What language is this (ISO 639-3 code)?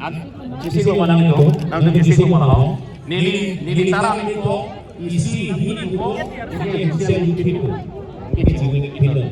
mjw